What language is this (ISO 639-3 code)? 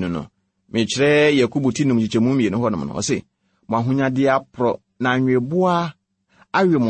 aka